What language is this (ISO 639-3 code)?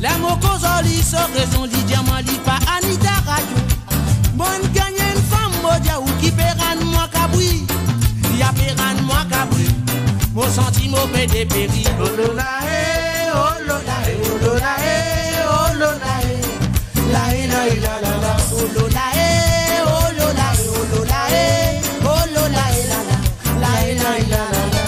mfe